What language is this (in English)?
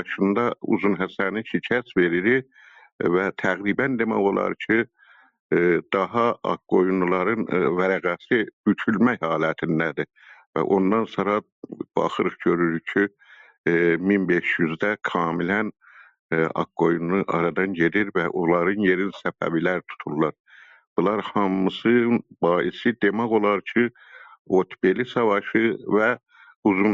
South Azerbaijani